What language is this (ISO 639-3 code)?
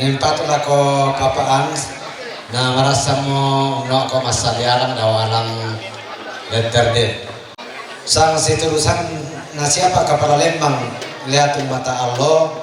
sda